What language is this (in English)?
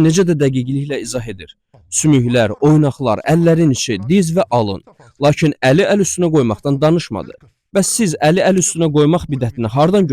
Azerbaijani